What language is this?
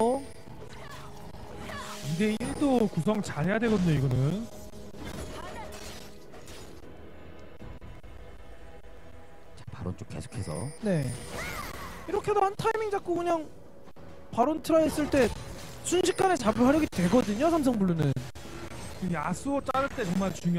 Korean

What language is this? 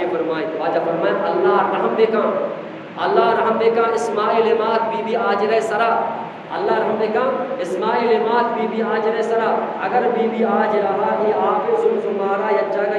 Eastern Balochi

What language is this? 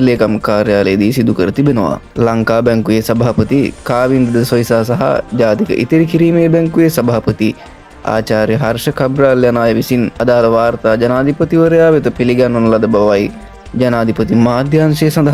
Sinhala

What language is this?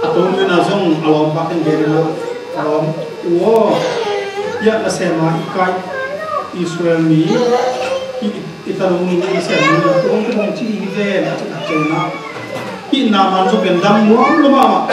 Tedim Chin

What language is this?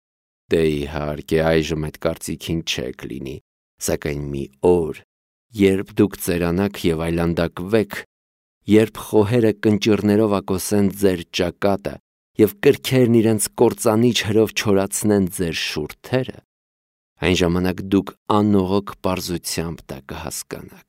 Armenian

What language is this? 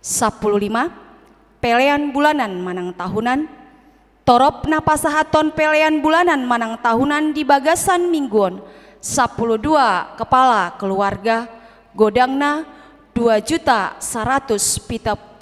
Batak Toba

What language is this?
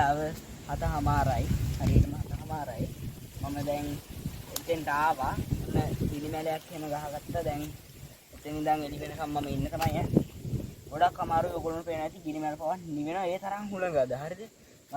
Sinhala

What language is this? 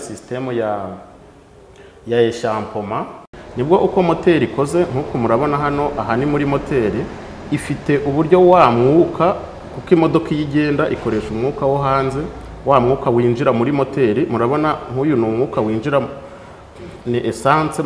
Kinyarwanda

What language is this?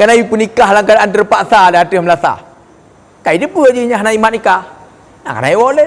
Achinese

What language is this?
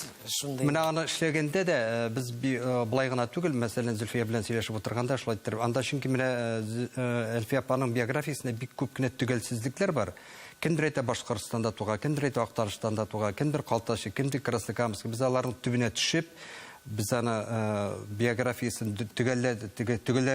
Tatar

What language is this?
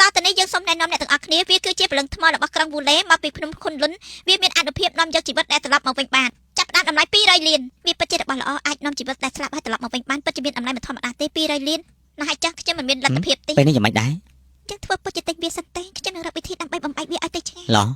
Khmer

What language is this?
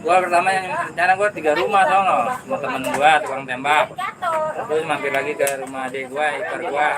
Betawi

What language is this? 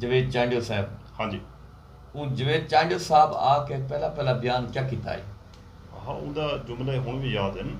Saraiki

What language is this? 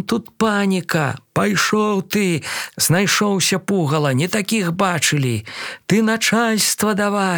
Belarusian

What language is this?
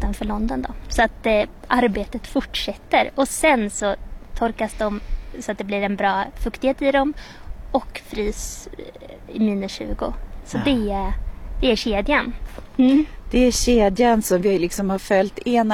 Swedish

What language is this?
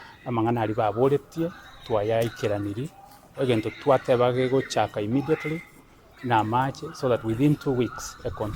Gusii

